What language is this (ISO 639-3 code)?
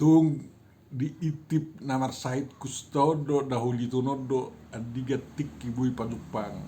bbc